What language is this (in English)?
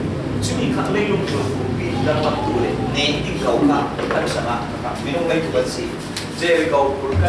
Falam Chin